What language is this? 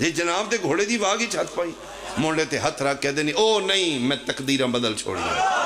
Pahari-Potwari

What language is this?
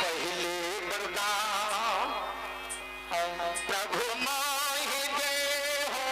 Maithili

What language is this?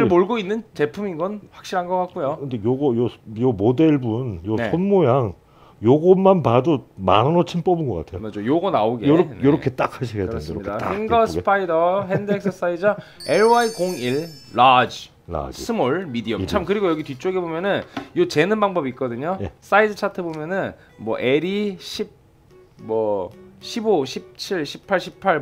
Korean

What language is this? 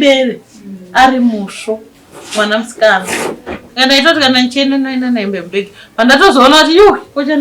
Shona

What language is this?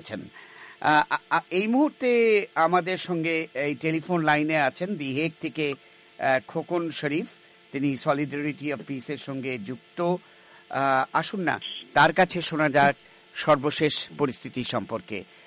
Bangla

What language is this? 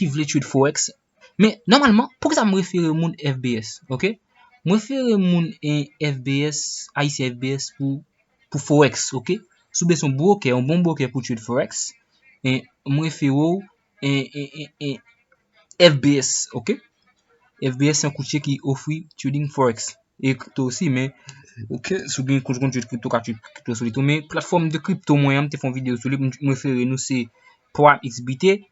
Haitian Creole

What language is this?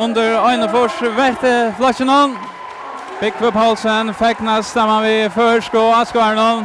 Faroese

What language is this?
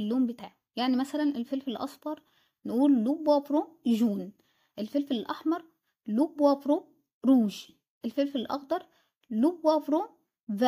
Egyptian Arabic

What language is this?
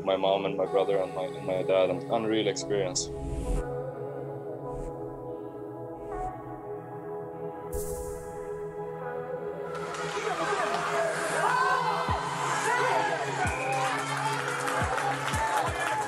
Swedish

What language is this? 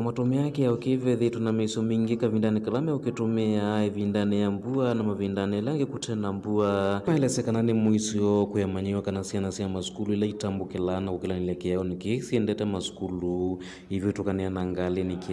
Kamba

